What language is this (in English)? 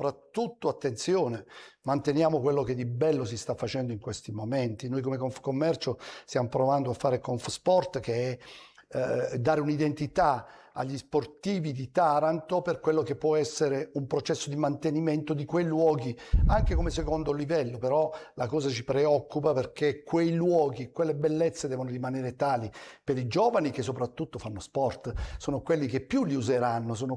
Italian